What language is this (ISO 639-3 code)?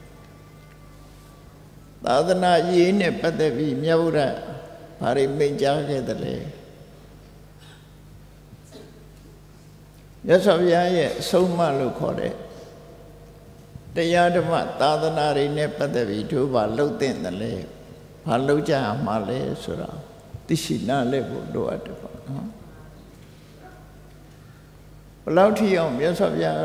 mya